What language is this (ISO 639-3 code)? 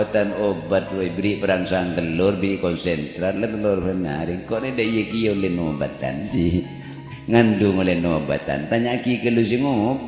mad